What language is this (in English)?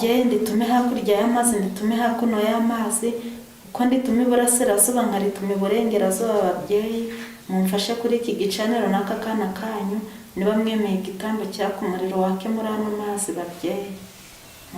Kinyarwanda